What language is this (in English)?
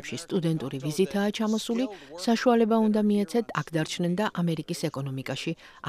Georgian